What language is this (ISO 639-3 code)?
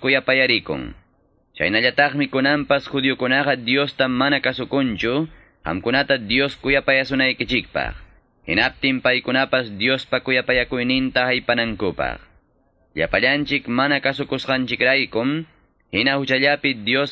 que